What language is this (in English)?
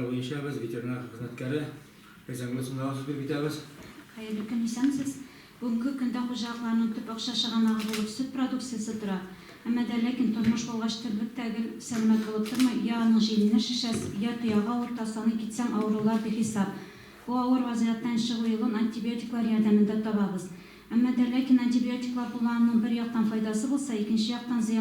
Tatar